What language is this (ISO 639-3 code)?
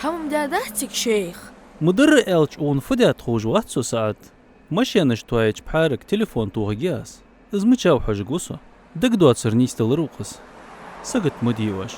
inh